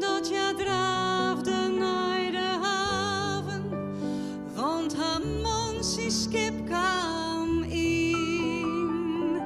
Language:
Western Frisian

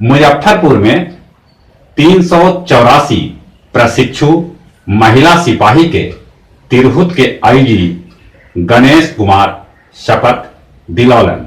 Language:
Magahi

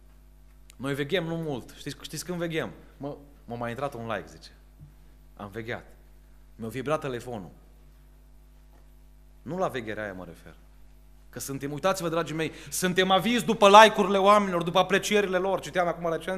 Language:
Romanian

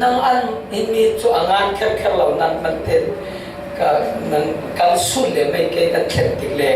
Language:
Falam Chin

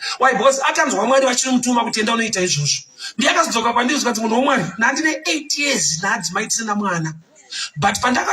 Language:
Shona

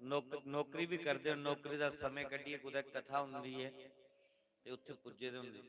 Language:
Dogri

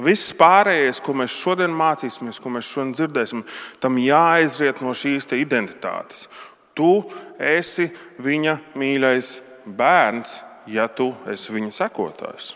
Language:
Latvian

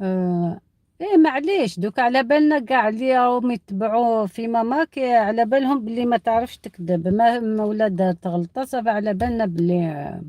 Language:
Algerian Arabic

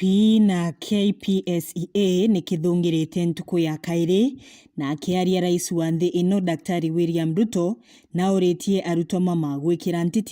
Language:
Meru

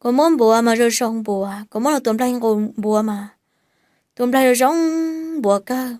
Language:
Hmong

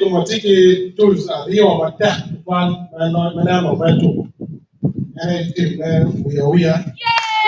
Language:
Acoli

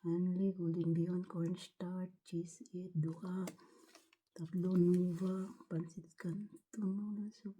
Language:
Cebuano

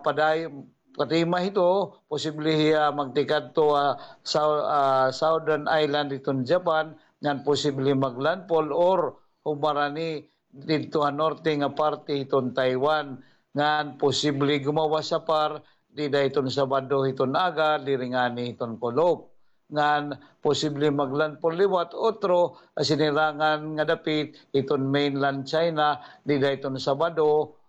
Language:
Waray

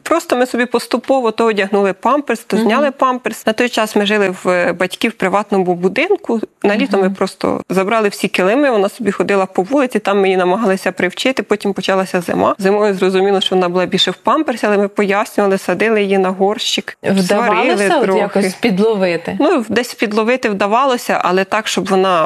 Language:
Ukrainian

